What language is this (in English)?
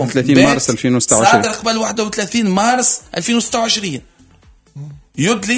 Tunisian Arabic